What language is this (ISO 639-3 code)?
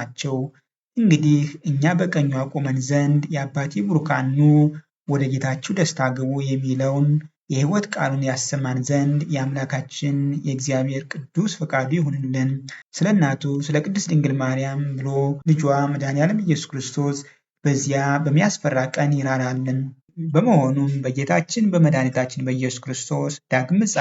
amh